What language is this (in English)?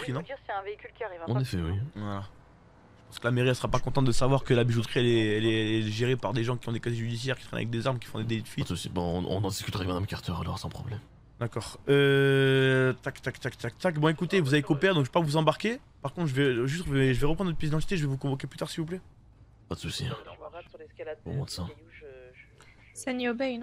French